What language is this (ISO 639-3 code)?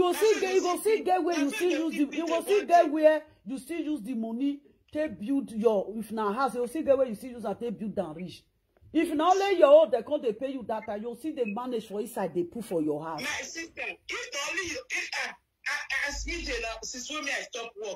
pcm